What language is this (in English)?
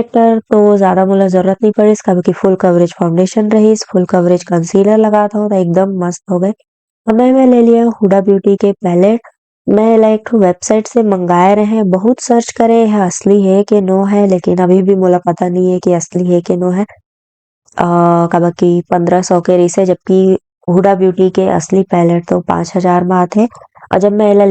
Chhattisgarhi